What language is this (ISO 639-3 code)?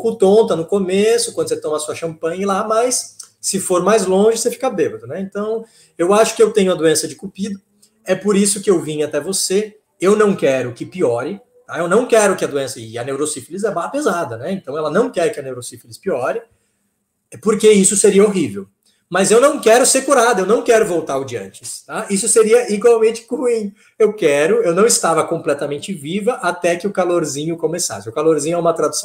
por